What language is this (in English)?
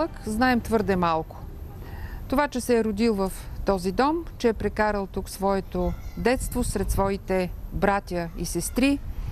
Bulgarian